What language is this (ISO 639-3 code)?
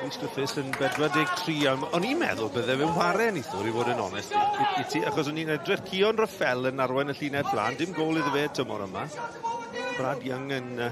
cym